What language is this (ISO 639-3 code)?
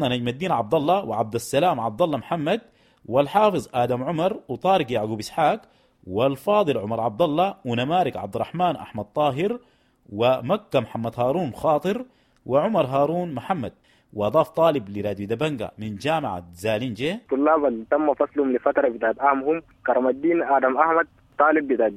apd